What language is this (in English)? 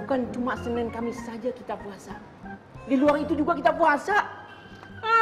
Betawi